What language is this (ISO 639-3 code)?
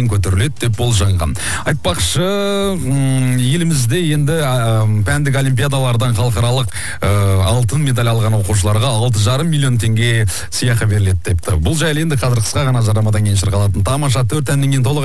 kaz